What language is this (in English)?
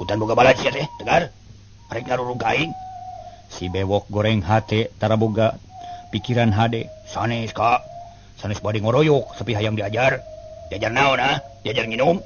Sundanese